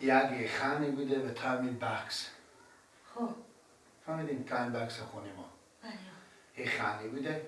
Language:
Persian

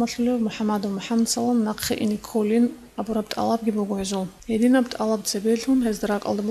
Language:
Avaric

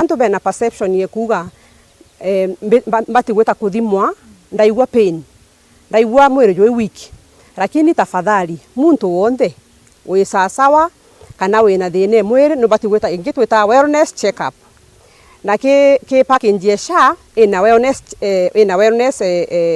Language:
Meru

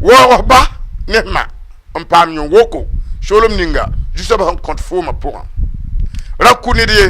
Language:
Mossi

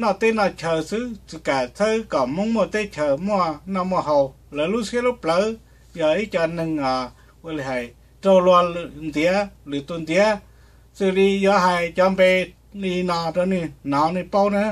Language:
Hmong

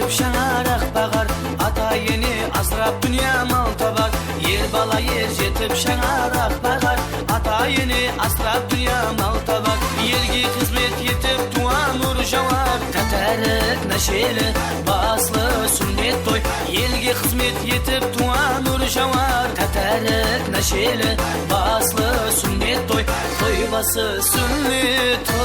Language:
Kara-Kalpak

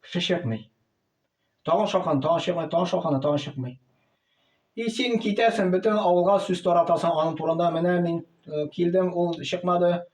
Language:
Tatar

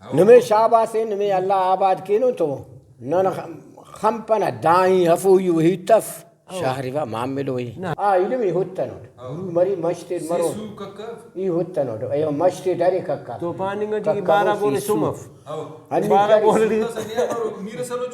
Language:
Brahui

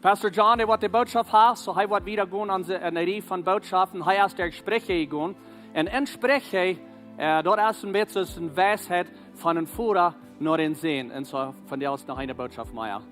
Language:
Plautdietsch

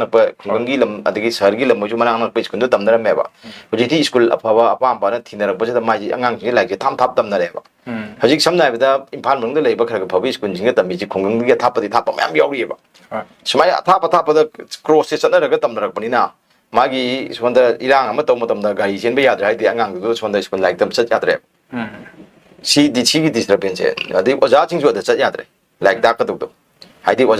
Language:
Manipuri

